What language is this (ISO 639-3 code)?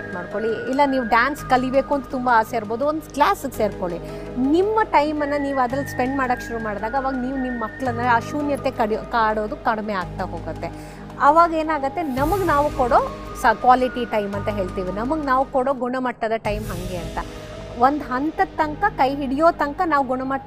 kan